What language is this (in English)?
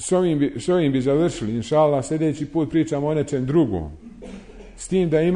Bosnian